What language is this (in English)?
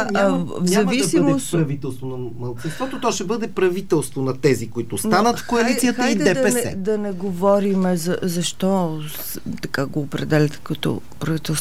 Bulgarian